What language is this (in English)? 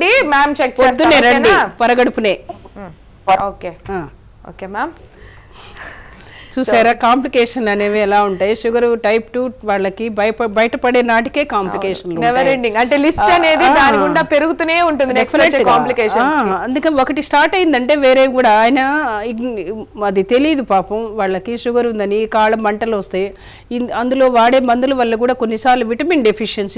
Telugu